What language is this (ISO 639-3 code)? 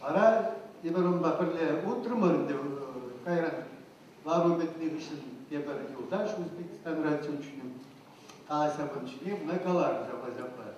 chv